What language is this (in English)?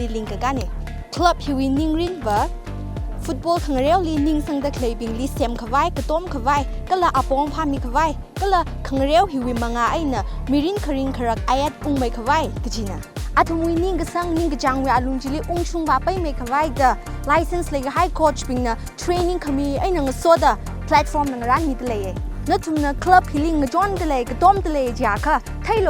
Tangkhul Naga (India)